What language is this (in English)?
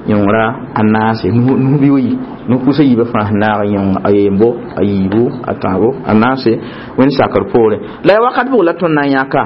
Mossi